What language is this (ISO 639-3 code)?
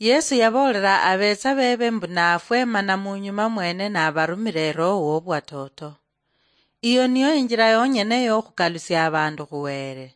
luy